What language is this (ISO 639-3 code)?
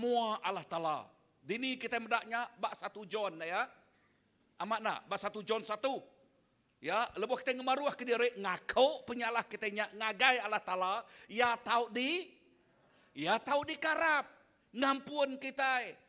iba